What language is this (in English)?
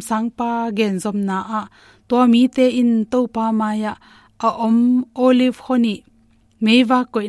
Tedim Chin